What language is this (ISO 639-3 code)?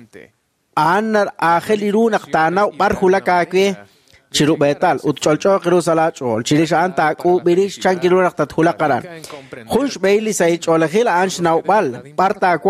kek